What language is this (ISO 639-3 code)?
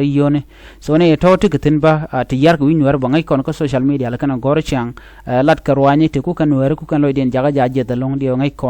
nus